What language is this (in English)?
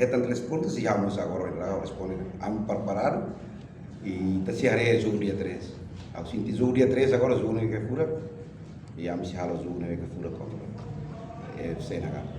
Tetum